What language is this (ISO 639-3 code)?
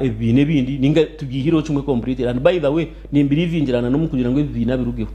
nyn